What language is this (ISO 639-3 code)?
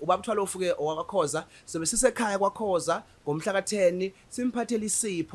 zul